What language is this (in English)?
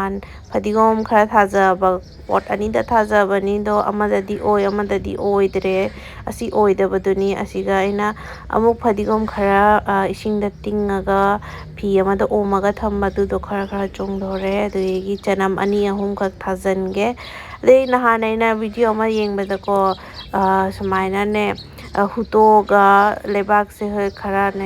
Manipuri